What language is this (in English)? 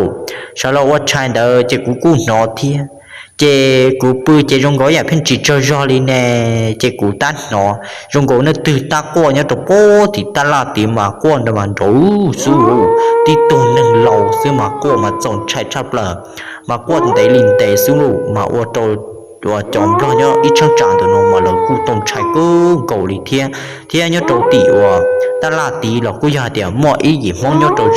Hmong